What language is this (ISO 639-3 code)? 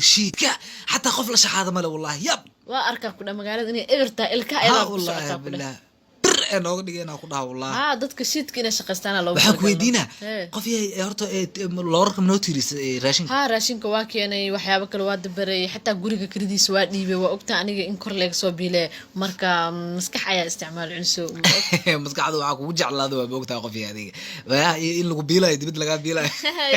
som